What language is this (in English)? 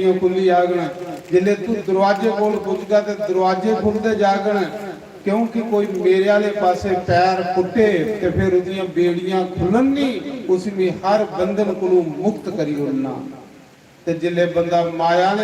Dogri